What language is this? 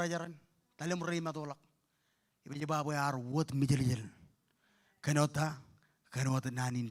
Marshallese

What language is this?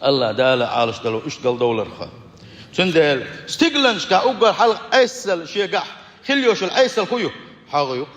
Chechen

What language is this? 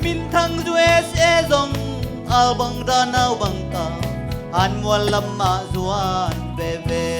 Tedim Chin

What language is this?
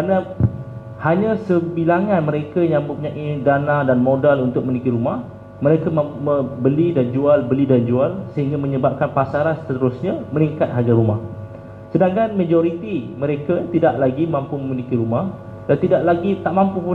Malay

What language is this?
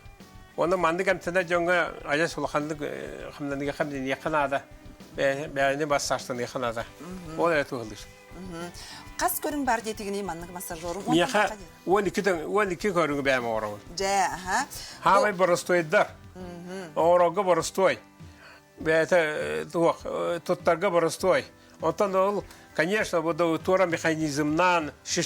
Yakut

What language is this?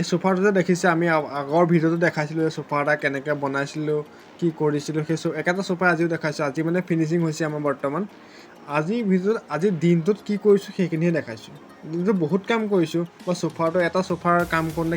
Assamese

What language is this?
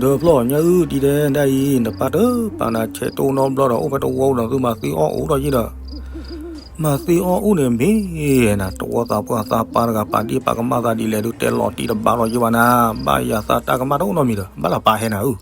S'gaw Karen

